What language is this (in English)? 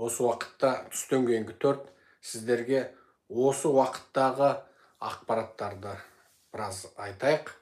Kazakh